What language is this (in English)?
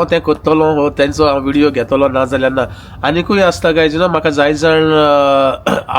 Konkani